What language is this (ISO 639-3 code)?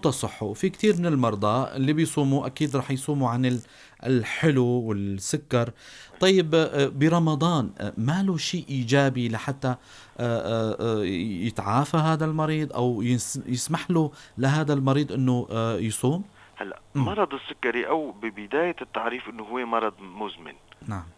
apc